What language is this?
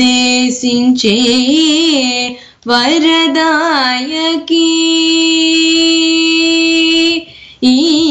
Telugu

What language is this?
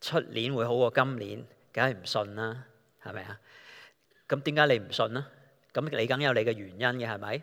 Cantonese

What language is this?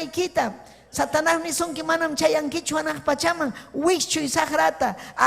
Ayacucho Quechua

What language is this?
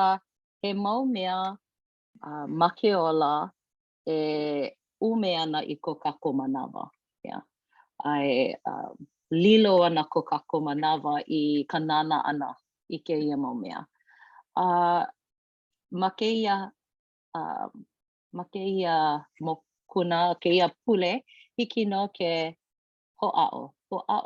Hawaiian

